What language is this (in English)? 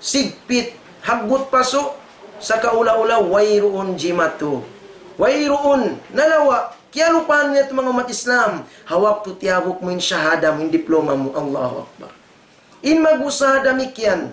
Tausug